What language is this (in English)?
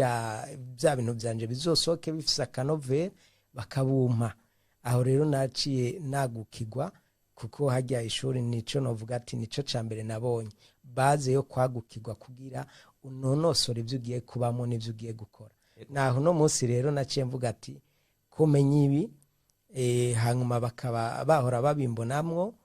Rundi